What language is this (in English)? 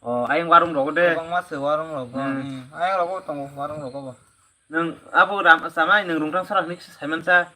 Kok Borok